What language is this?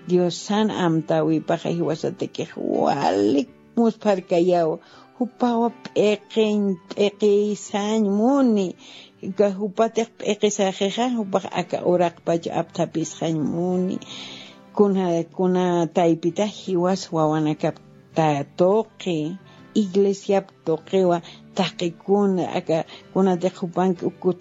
Aymara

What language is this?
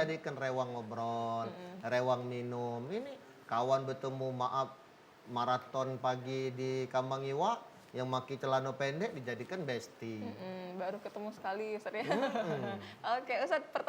Musi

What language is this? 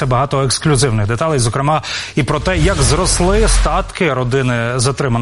Ukrainian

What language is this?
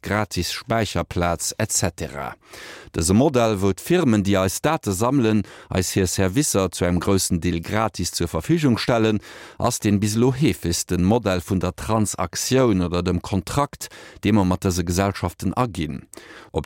Luxembourgish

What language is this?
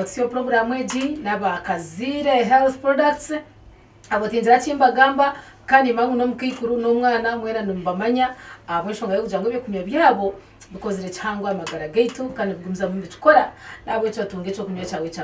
Nyankole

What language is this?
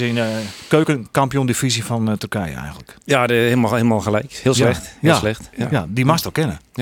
Western Frisian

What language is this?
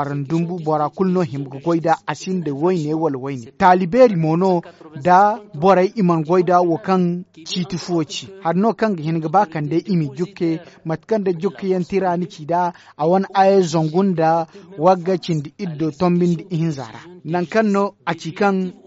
Zarma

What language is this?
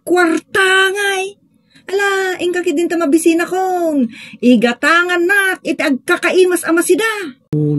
Iloko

